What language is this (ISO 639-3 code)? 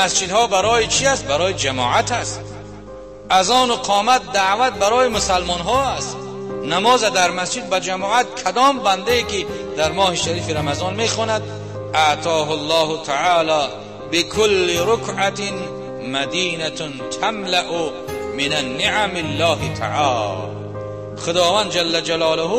tgk